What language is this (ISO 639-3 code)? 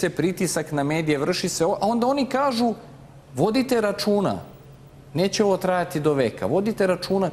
srp